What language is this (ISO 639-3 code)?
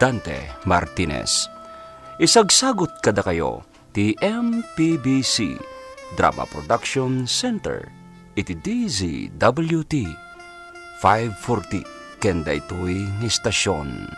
ilo